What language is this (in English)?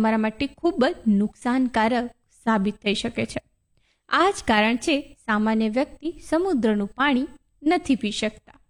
Gujarati